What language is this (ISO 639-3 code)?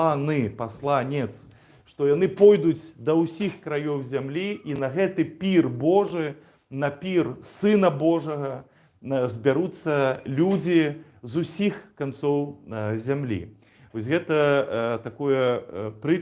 bel